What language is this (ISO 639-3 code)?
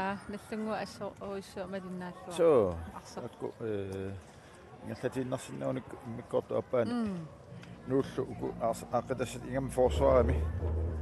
kal